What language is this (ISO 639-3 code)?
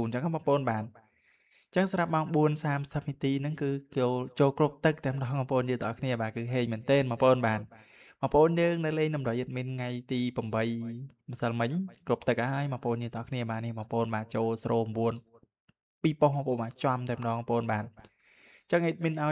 khm